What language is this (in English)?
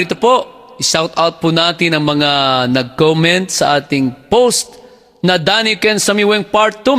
Iloko